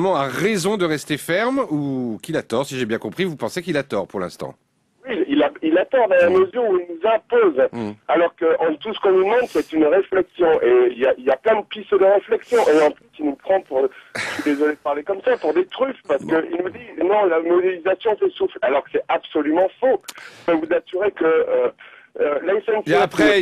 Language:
French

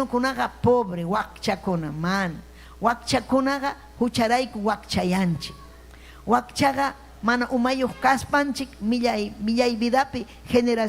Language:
Ayacucho Quechua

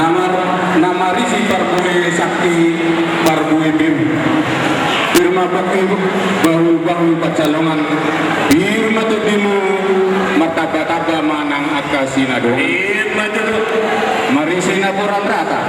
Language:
Batak Toba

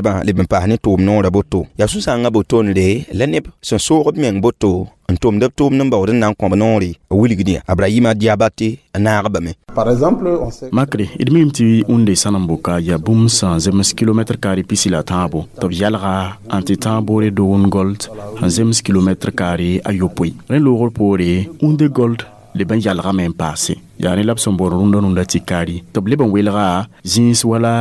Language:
Mossi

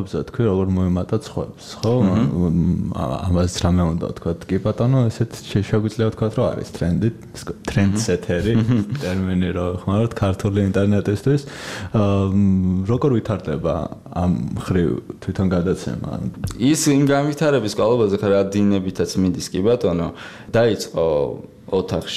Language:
Georgian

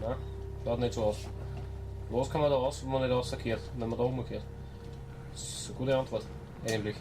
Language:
Bavarian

